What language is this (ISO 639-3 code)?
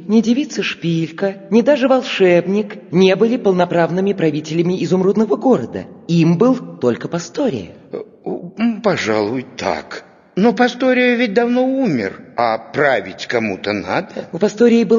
rus